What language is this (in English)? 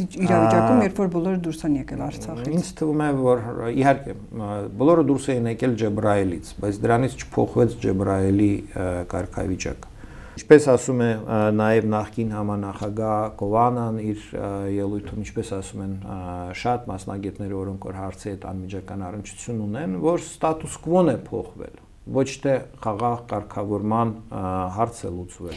Armenian